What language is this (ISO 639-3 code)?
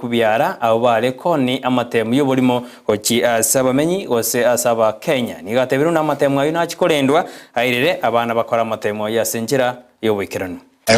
guz